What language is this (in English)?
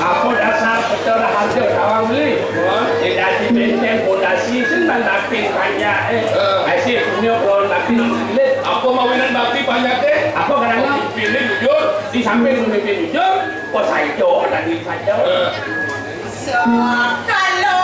Balinese